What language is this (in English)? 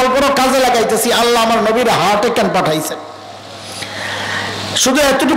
Bangla